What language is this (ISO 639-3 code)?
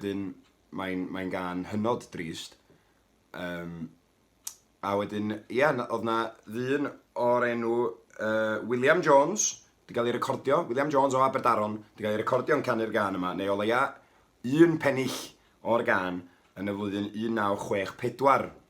cym